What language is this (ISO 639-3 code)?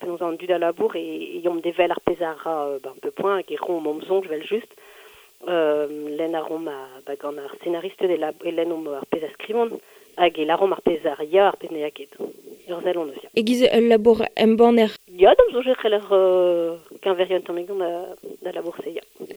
bre